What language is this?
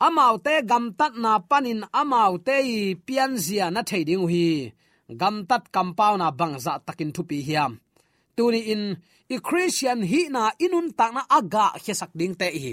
Tedim Chin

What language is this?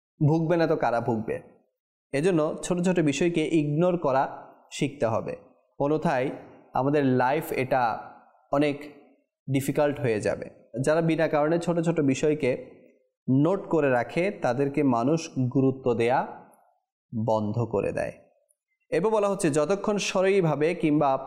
Bangla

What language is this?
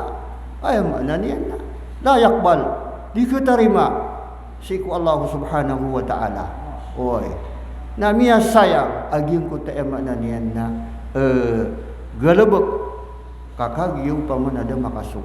Maranao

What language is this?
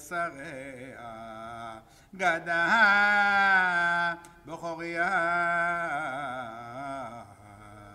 Hebrew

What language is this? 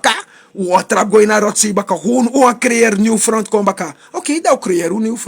Sranan Tongo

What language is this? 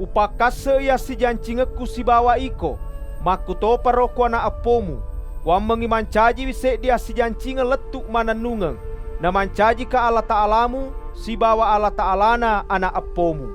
Buginese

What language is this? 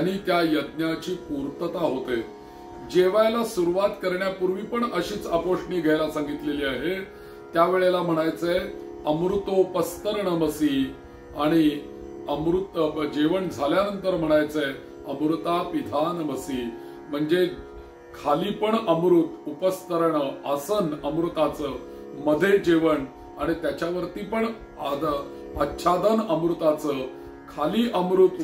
Marathi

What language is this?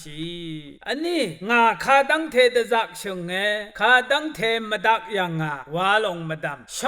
Rawang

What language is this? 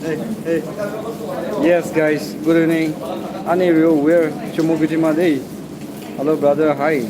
Naga Pidgin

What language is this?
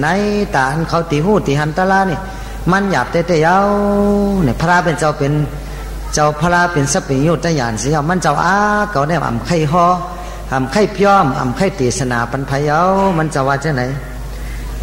Shan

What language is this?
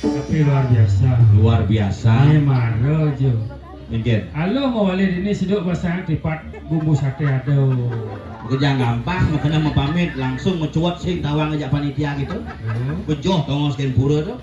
Balinese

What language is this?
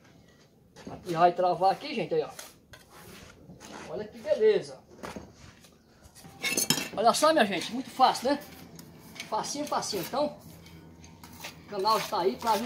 Portuguese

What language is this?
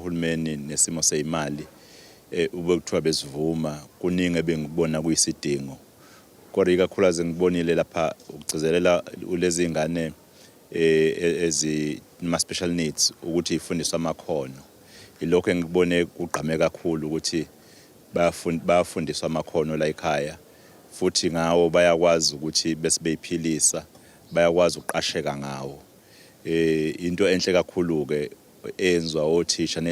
Zulu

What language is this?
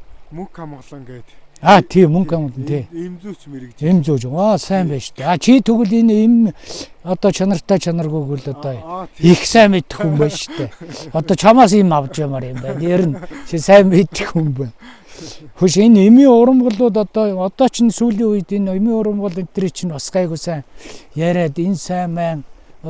Mongolian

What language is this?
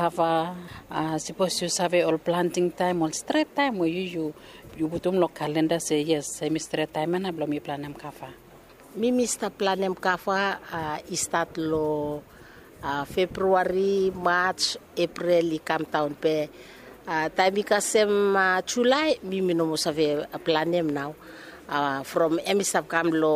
Bislama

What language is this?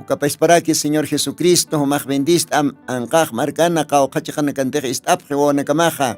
Aymara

